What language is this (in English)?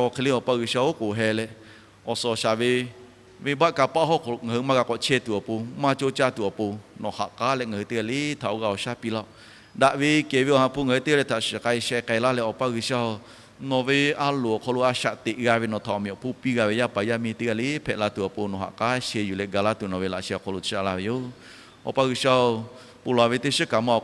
Lahu